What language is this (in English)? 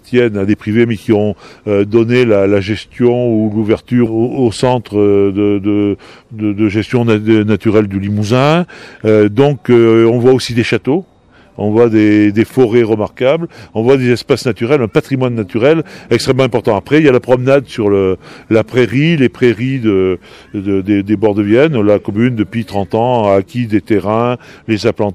French